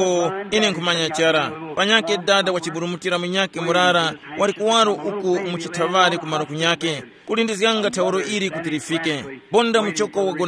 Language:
Tumbuka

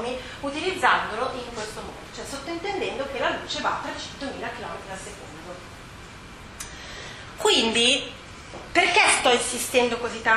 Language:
Italian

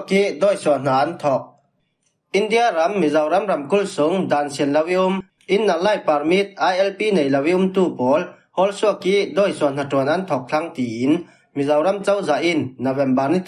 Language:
Falam Chin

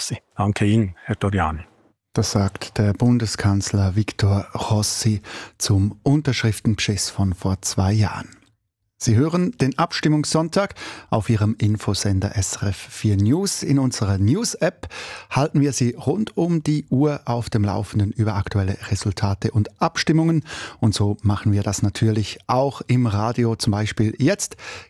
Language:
German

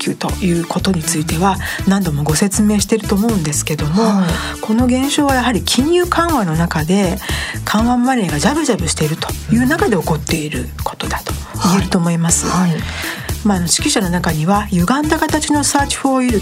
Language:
Japanese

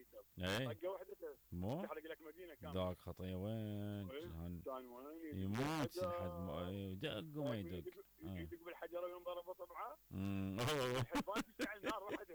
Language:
Mesopotamian Arabic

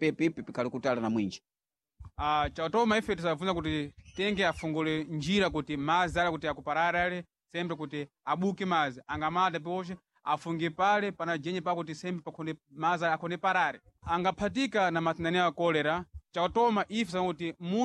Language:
Sena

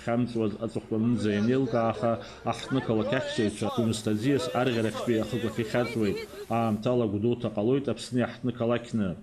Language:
Abkhazian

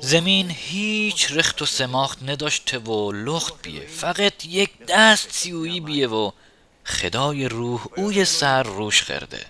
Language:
Mazanderani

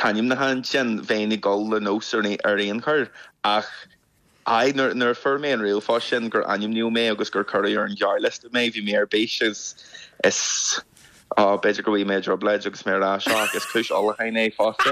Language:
Irish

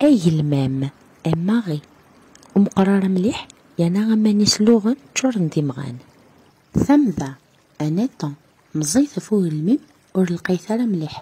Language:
Kabyle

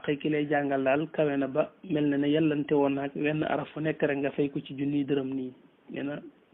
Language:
Wolof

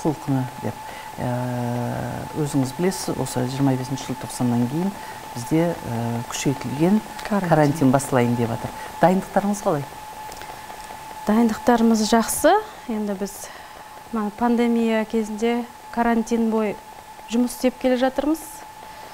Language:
Kazakh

